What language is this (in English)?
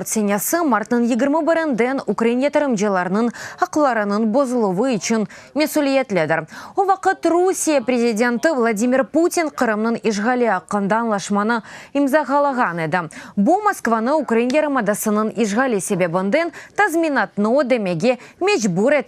Crimean Tatar